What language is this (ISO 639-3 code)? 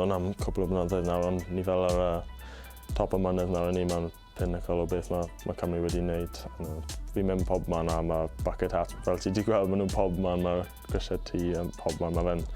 cym